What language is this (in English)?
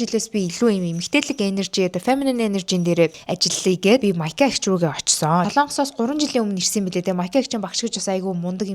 Mongolian